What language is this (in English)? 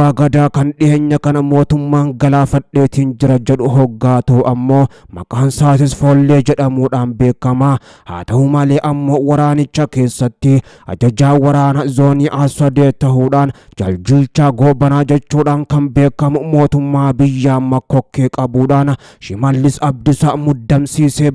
Oromo